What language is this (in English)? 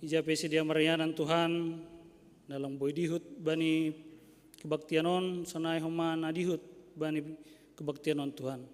Batak Simalungun